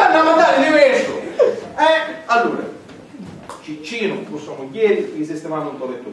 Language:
Sicilian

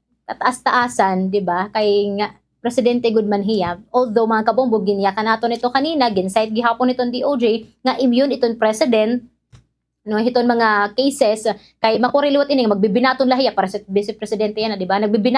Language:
Waray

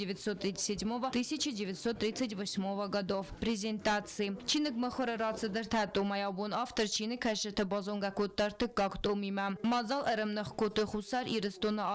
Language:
Ossetic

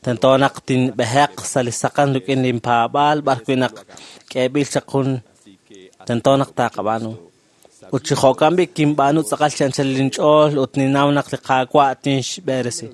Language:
Kekchí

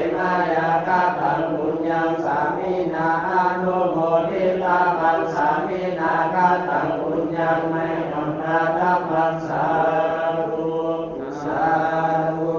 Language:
Pali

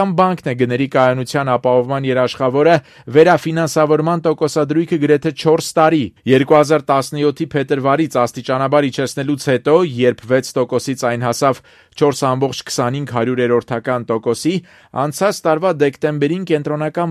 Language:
Armenian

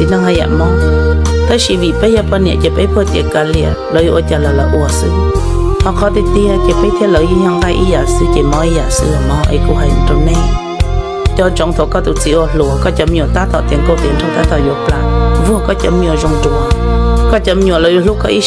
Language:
Hmong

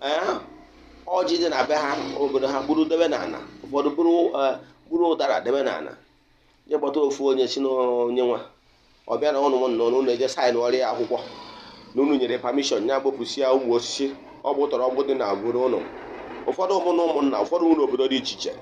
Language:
Igbo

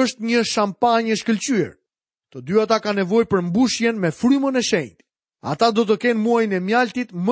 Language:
Albanian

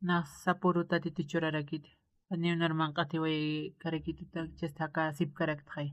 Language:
Aymara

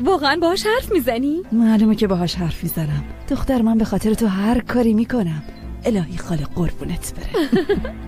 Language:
Persian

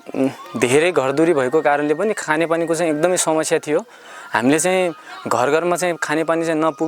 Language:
Nepali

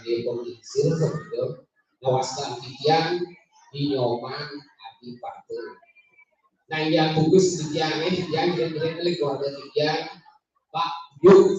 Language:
Balinese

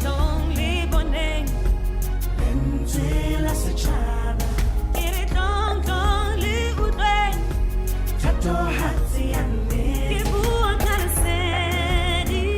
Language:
Southern Sotho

